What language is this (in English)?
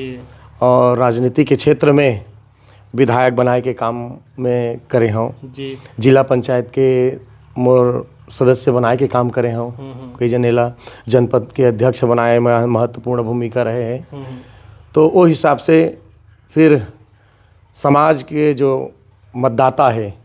Chhattisgarhi